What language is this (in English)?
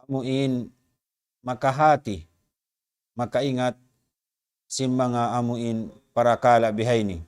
Tausug